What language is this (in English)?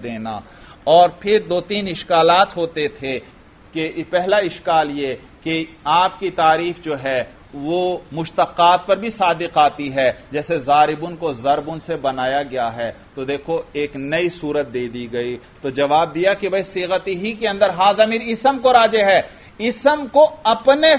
Urdu